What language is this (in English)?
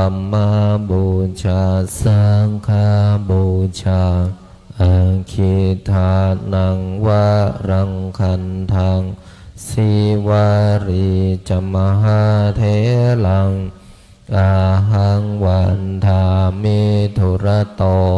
Pali